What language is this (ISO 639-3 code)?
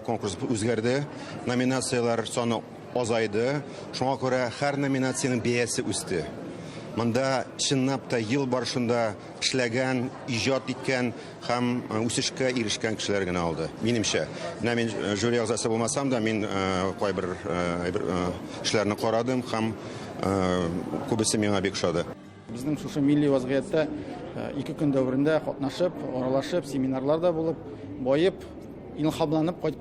tat